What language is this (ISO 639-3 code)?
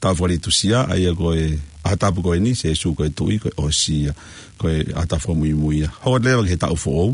ton